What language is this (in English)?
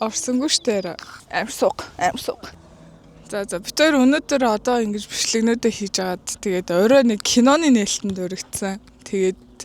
Mongolian